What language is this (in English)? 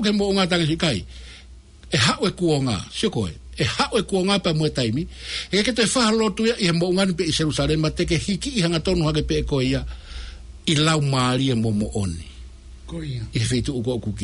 Tongan